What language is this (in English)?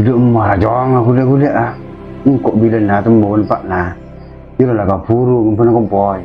Madurese